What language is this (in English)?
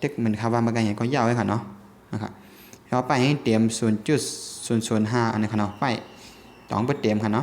Shan